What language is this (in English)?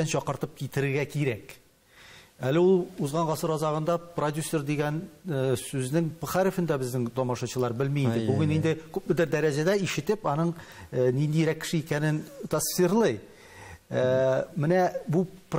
Tatar